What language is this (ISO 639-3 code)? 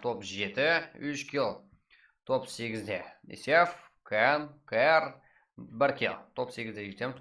kaa